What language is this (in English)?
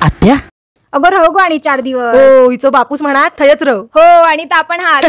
Konkani